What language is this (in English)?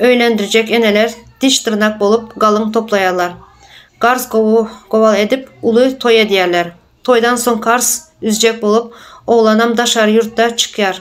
Turkmen